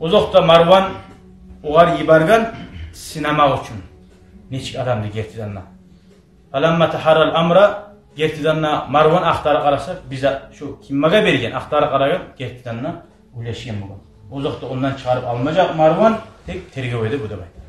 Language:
Kumyk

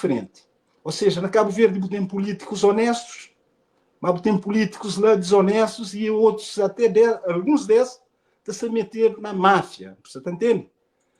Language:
Kabuverdianu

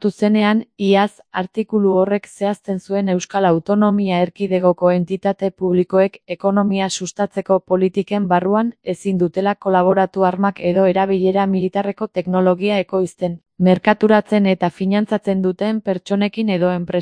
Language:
Basque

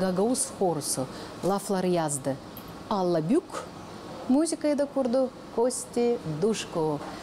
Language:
Gagauz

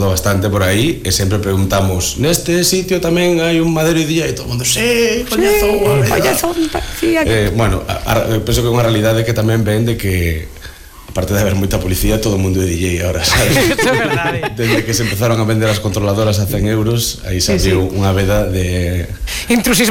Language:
Galician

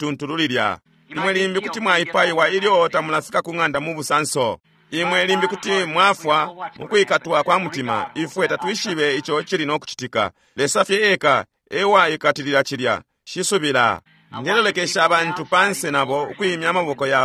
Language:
Bemba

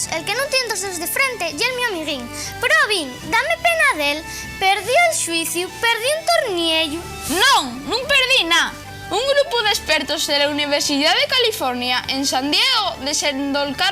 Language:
Asturian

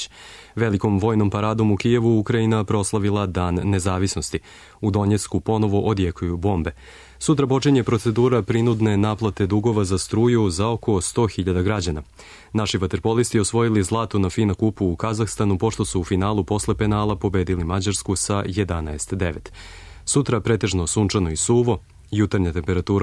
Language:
Serbian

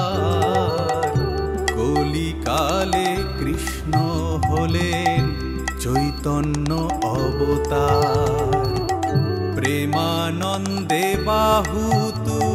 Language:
Bangla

